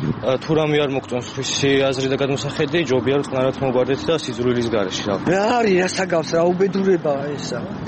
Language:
Georgian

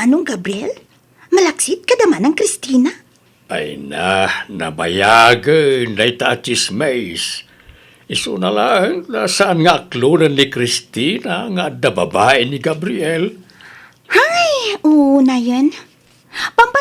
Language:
Iloko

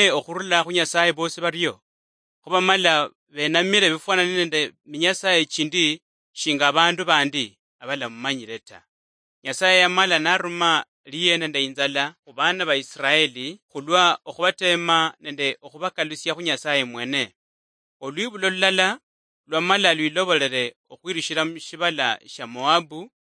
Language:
Luyia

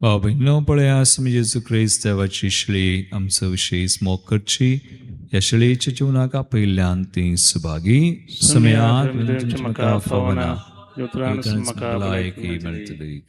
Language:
Konkani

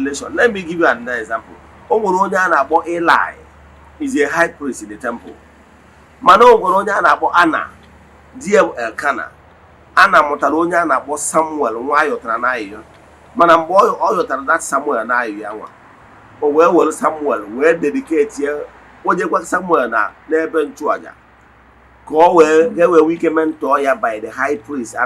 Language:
Igbo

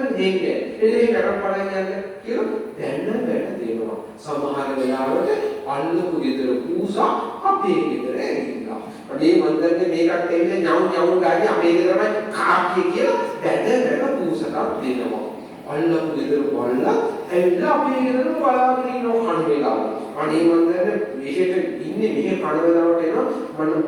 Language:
Sinhala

